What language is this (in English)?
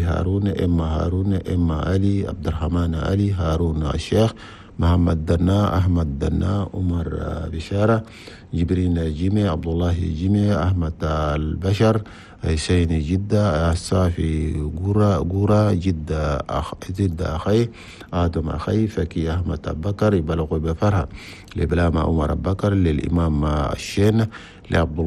Chadian Arabic